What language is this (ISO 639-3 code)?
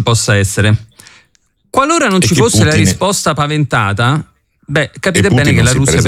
ita